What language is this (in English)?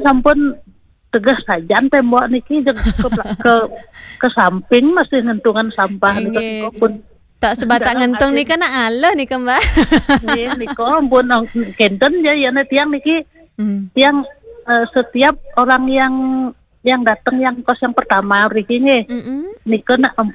Balinese